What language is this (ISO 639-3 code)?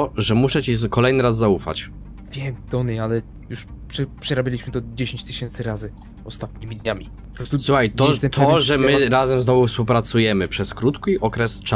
pol